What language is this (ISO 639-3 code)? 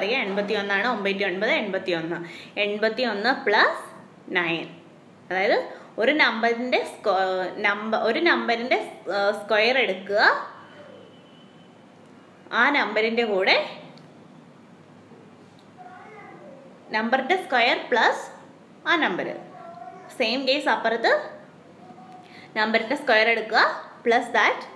mal